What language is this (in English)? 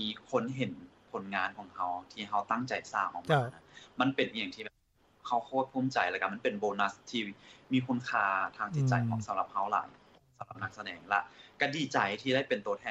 Lao